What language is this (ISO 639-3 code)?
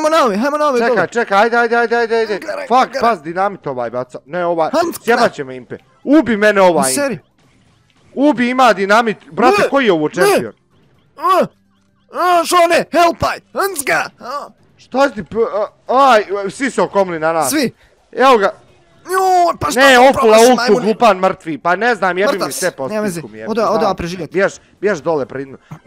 bos